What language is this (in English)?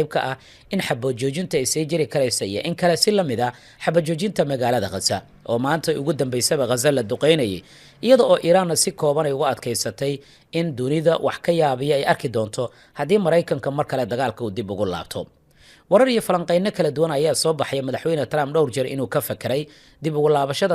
Somali